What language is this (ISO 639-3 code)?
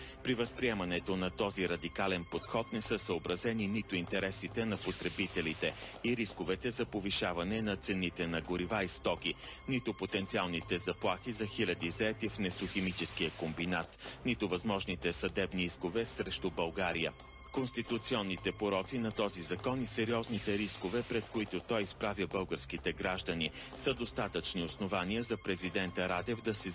bul